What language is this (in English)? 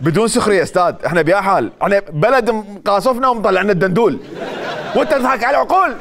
Mesopotamian Arabic